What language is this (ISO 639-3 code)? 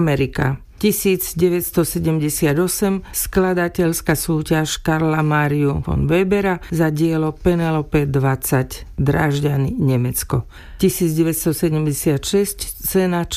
slk